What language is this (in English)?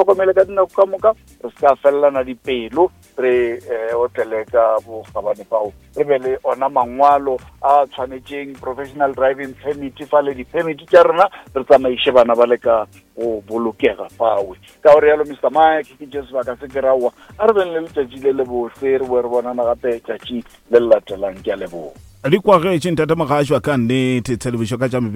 Northern Sotho